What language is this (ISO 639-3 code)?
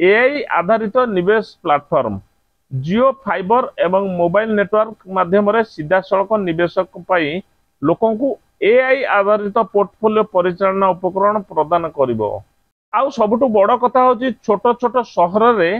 ori